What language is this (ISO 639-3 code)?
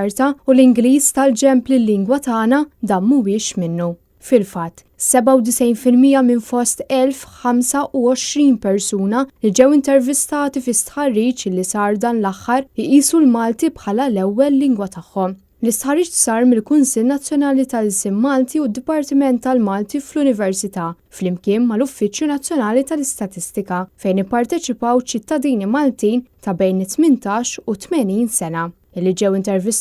mlt